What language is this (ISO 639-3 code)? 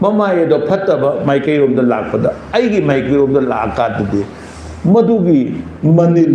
mni